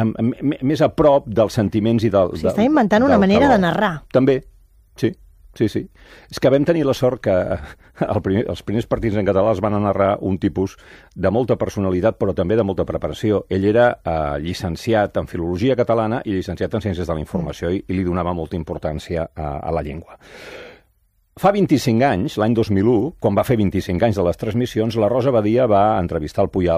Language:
Catalan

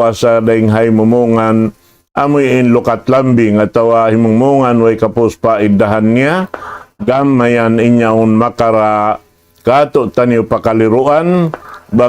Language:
Tausug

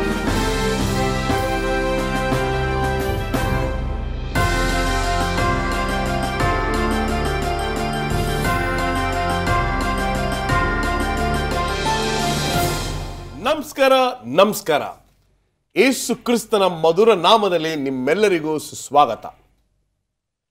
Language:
Kannada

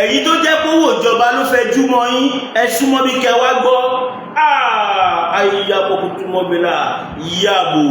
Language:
Yoruba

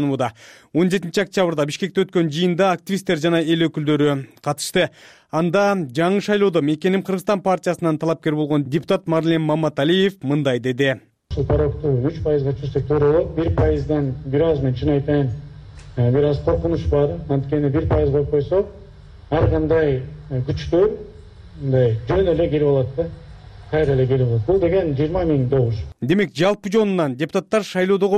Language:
Kyrgyz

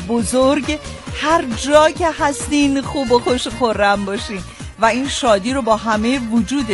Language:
Persian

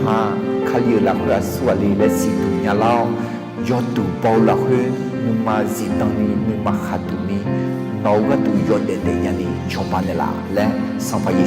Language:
Akha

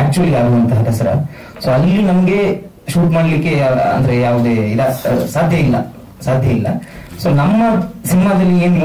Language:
Kannada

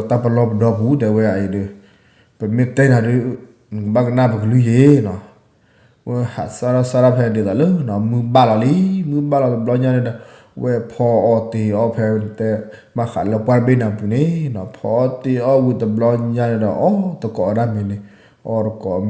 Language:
S'gaw Karen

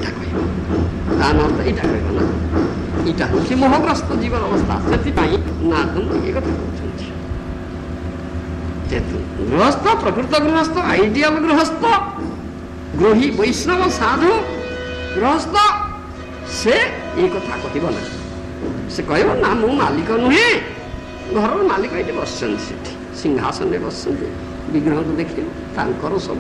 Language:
Odia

